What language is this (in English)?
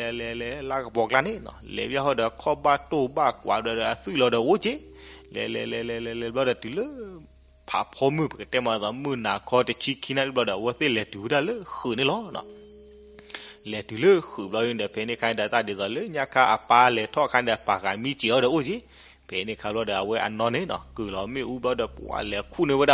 S'gaw Karen